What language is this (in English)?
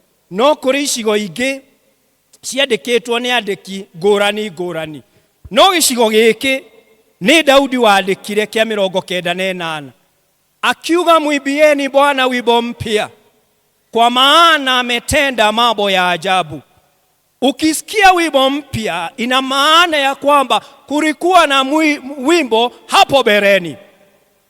Kikuyu